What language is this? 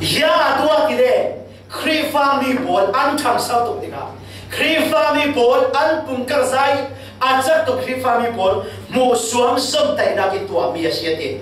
Falam Chin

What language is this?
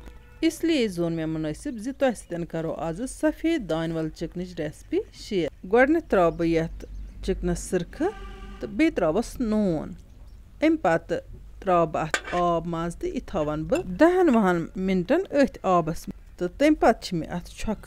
Kashmiri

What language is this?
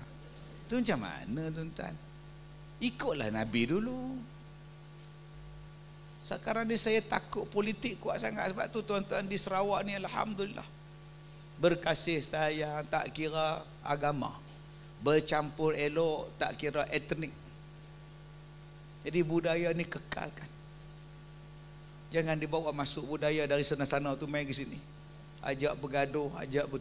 Malay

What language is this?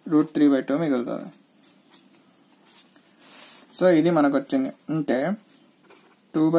Telugu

